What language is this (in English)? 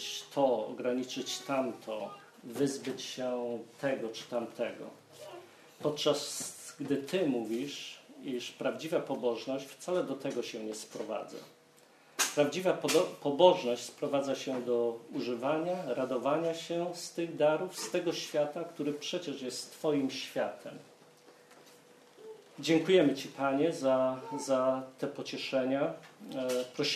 Polish